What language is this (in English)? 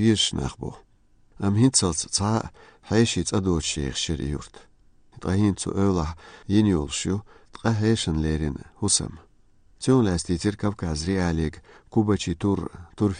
Chechen